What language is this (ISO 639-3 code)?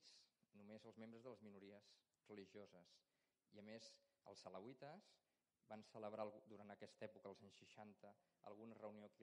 cat